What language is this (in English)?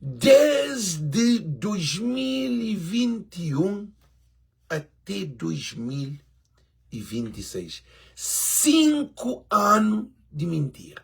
Kabuverdianu